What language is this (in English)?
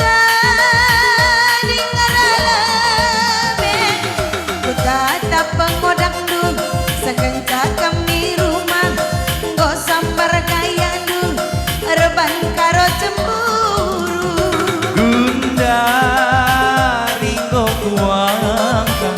Batak Karo